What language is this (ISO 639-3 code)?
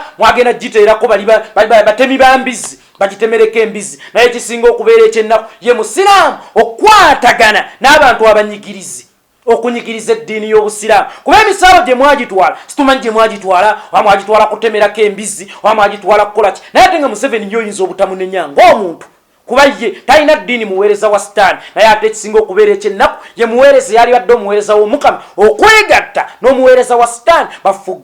lug